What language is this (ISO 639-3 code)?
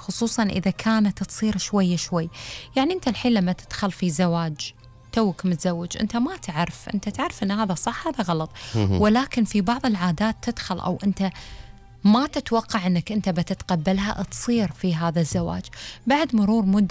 afb